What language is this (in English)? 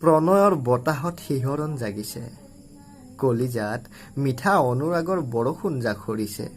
Assamese